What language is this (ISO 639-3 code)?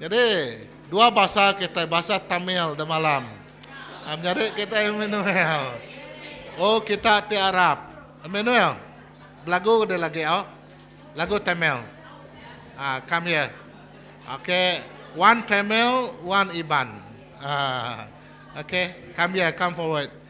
iba